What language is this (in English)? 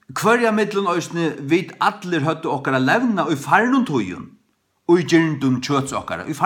Faroese